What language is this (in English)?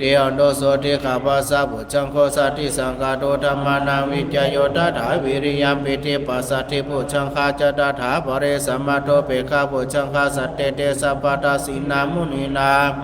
Pali